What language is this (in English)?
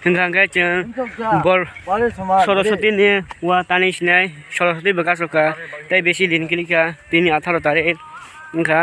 Kok Borok